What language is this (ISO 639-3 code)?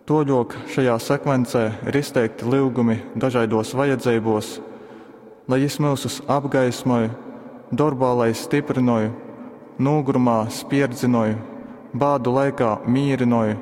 ltg